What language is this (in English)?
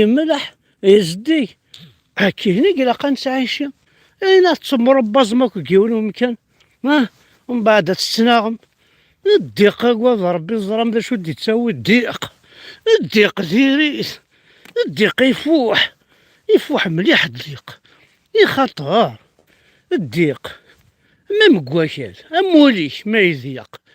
Kabyle